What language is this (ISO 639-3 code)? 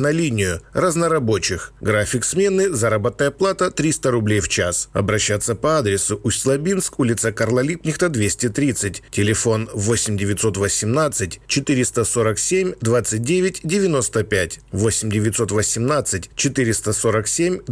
rus